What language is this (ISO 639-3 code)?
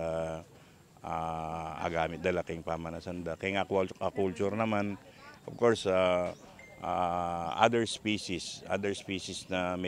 pam